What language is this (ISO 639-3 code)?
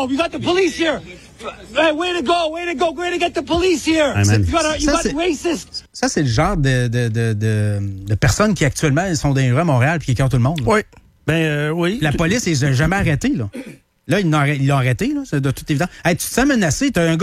fra